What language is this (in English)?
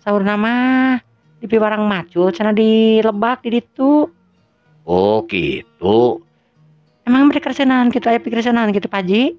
Sundanese